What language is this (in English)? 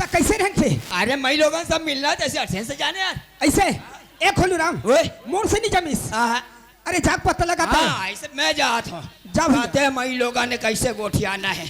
Chhattisgarhi